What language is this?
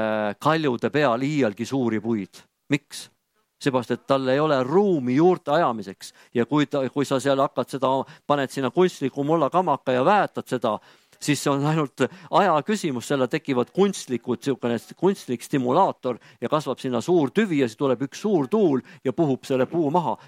Estonian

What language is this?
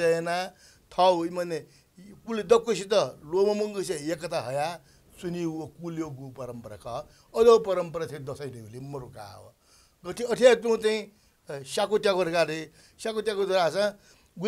Newari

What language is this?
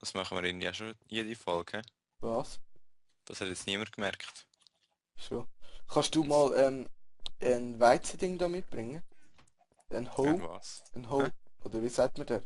Swiss German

